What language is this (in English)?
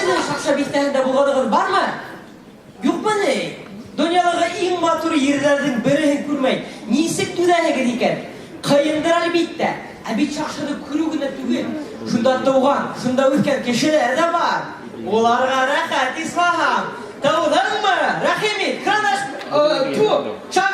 Bashkir